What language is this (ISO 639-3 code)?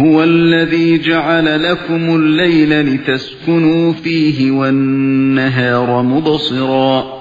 uig